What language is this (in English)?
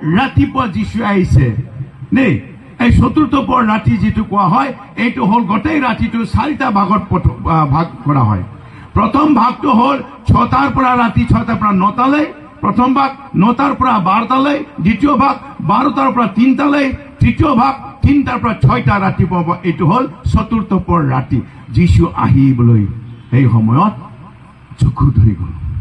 Assamese